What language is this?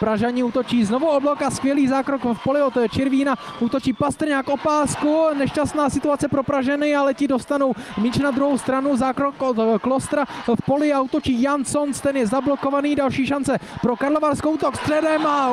Czech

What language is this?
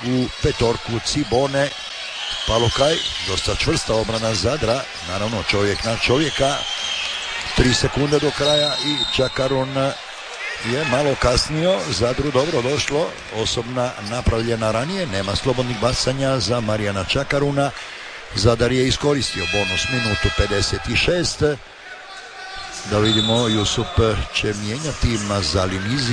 Croatian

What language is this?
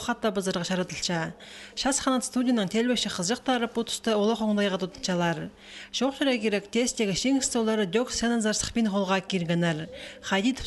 Khakas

